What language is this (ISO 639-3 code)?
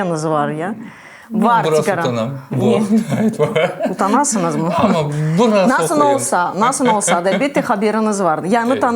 crh